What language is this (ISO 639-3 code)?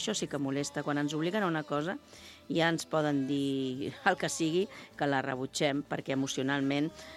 cat